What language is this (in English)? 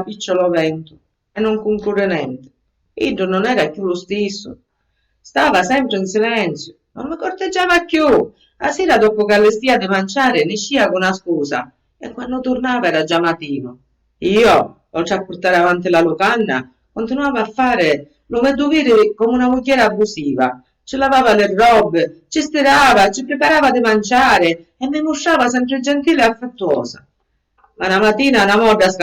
Sicilian